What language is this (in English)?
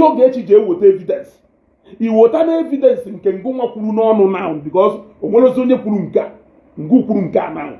Igbo